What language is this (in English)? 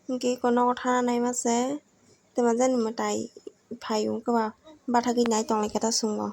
Kok Borok